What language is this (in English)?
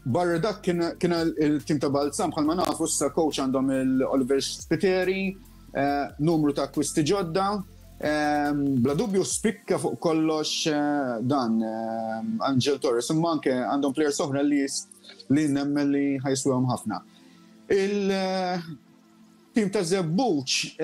Maltese